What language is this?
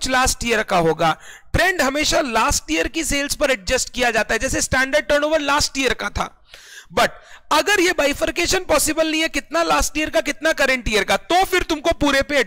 Hindi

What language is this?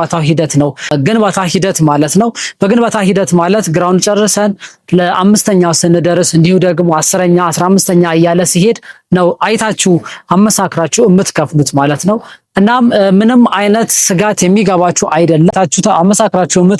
Amharic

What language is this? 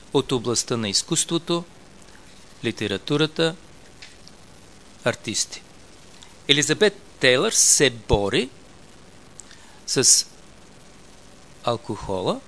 Bulgarian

